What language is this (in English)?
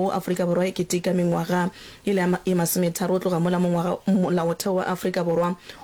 Northern Sotho